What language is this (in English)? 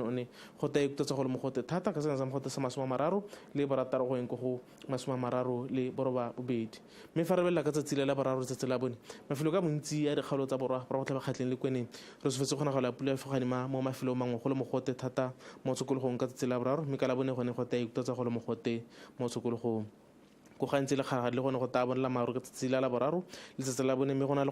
Tswana